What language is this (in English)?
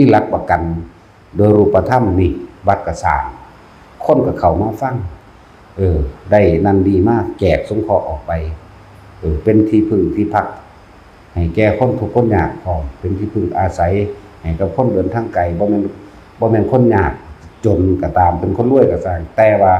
Northeastern Thai